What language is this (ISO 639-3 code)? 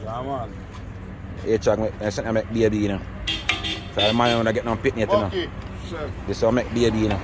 jam